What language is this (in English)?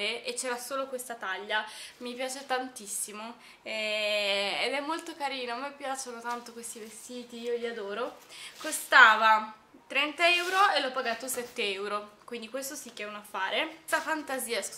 Italian